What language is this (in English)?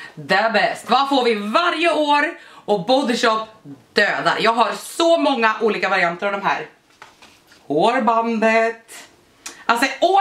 Swedish